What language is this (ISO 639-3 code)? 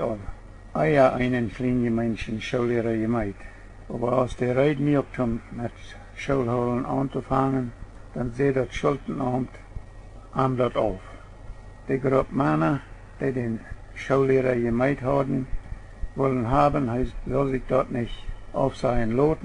pdt